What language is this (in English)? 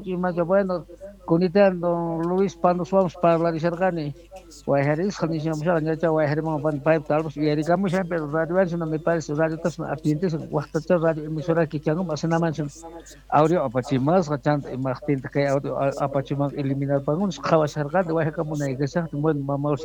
South Bolivian Quechua